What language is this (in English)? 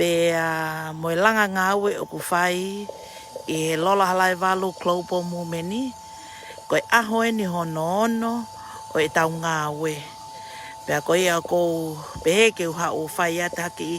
Tongan